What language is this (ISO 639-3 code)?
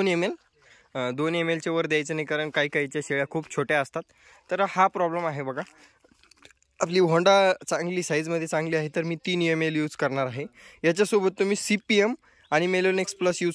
mar